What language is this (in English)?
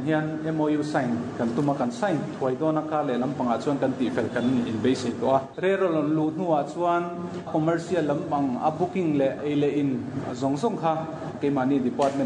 Mizo